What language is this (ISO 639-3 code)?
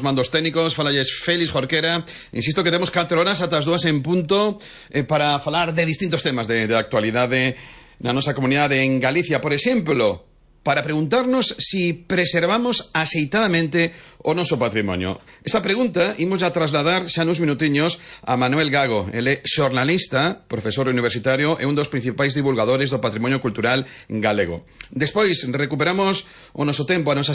glg